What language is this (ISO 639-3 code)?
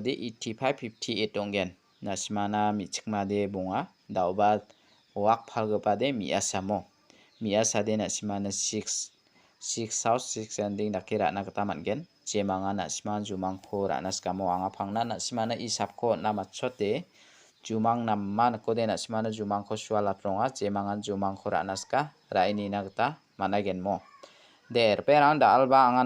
grt